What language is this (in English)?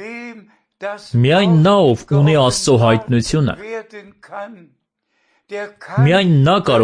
Armenian